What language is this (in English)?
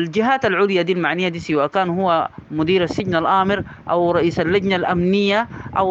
Sudanese Arabic